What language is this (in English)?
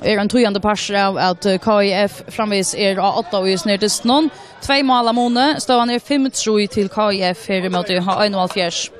Faroese